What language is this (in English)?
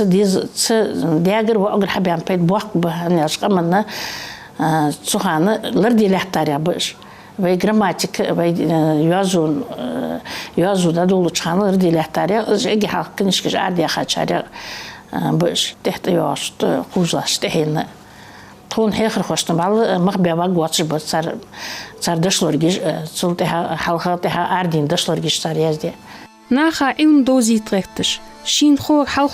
Ingush